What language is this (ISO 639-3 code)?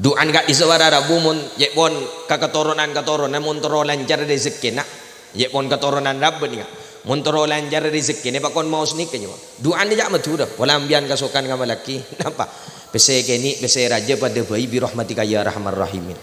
mad